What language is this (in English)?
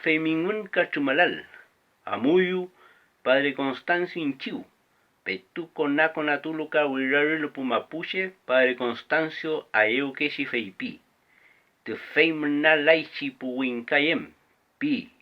Mapuche